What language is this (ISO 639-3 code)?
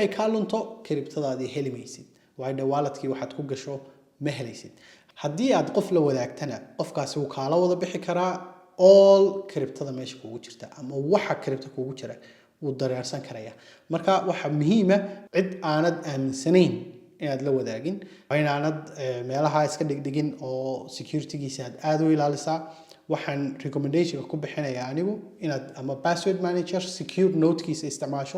som